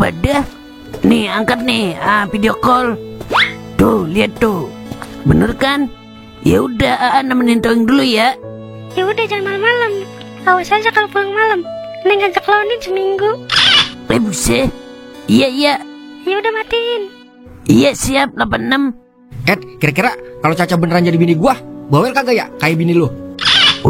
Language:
Betawi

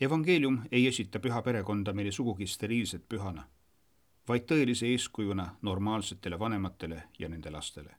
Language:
Estonian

